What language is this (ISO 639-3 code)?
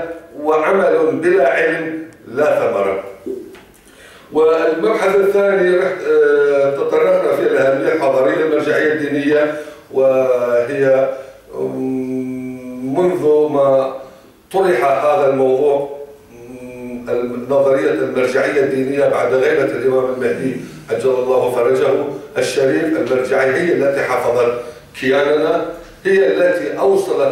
ara